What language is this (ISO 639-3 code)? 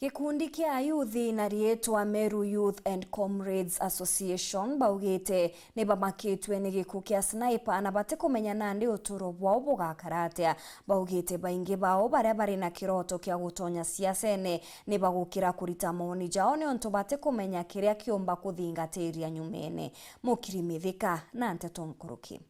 mer